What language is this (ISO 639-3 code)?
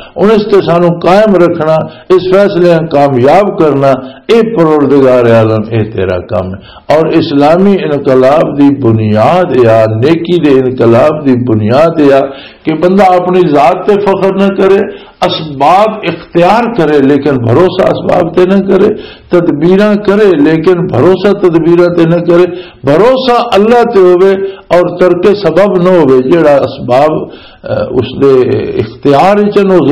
lah